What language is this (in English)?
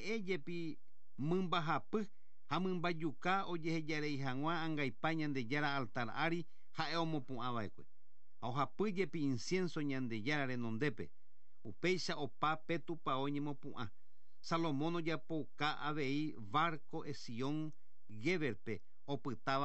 Guarani